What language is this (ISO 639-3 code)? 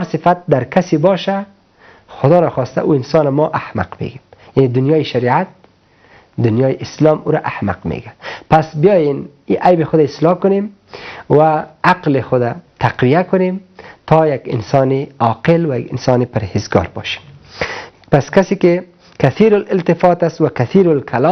fas